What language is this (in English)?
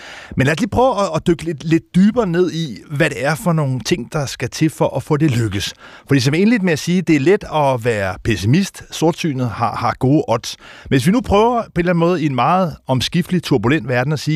Danish